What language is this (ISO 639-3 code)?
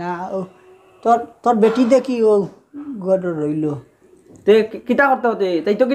syl